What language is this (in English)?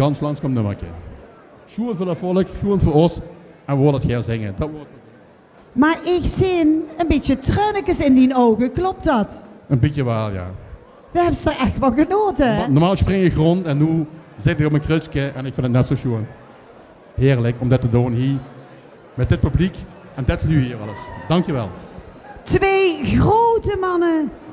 Limburgish